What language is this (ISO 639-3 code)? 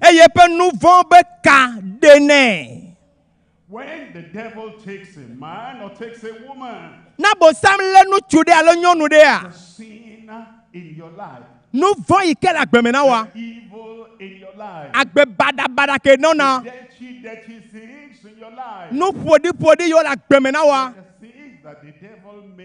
ewe